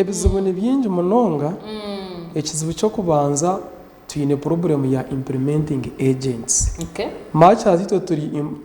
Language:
Nyankole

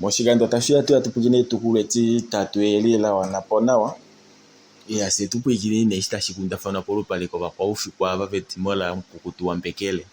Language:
Kuanyama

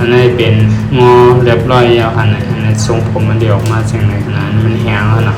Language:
Shan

